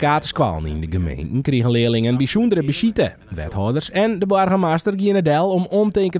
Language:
Western Frisian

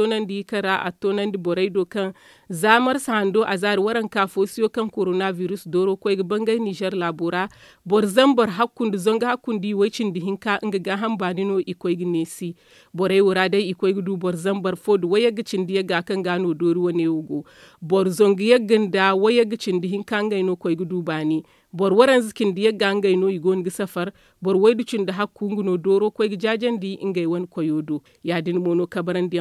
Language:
Zarma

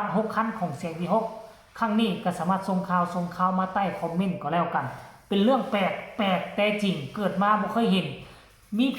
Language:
Lao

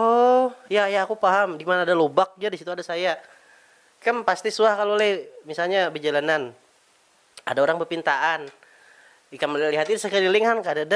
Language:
Banjar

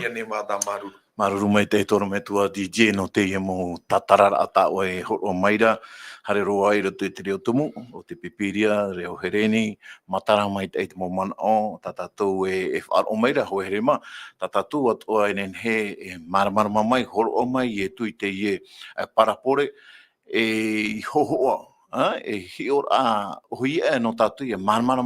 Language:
Tahitian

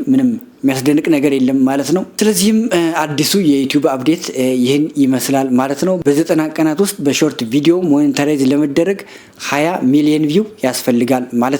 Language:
Amharic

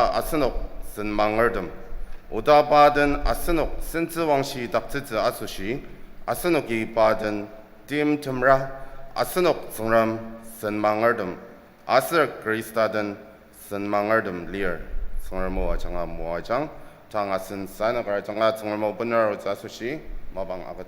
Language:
Ao Naga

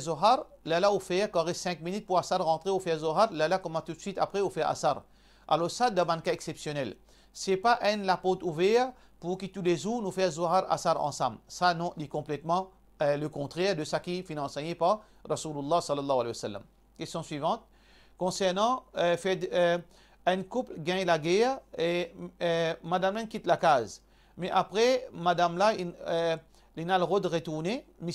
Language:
Morisyen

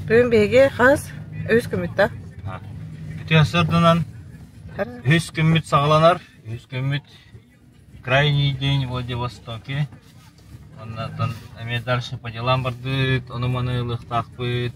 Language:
Yakut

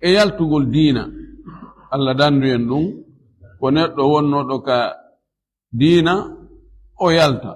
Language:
Fula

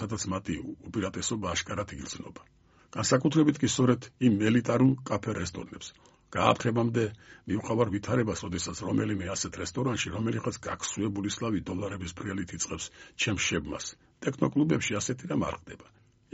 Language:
Georgian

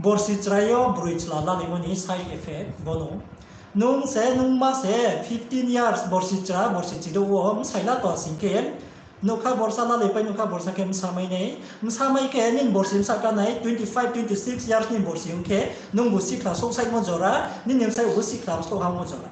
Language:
Riang (India)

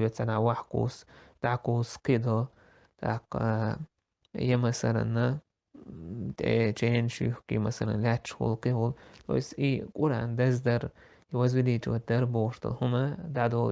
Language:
Chechen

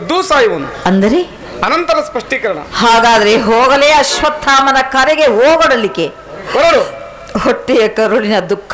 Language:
Kannada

